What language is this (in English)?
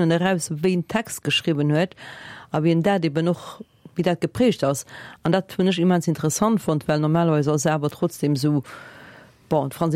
Luxembourgish